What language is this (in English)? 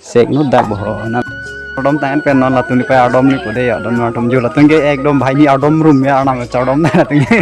Karbi